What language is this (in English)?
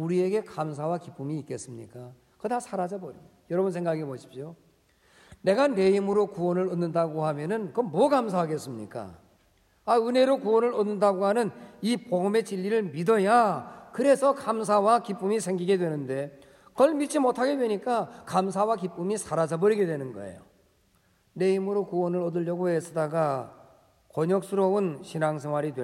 Korean